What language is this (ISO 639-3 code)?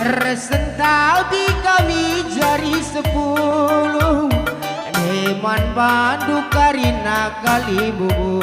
btx